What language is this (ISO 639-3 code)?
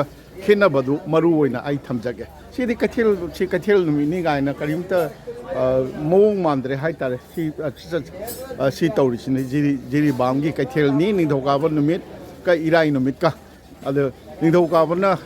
mni